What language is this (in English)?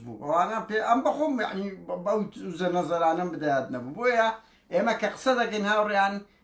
Central Kurdish